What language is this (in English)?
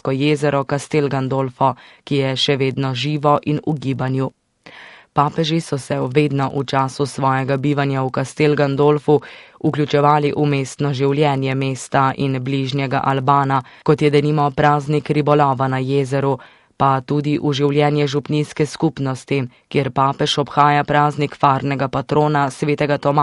Slovenian